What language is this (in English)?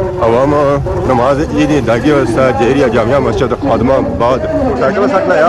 Pahari-Potwari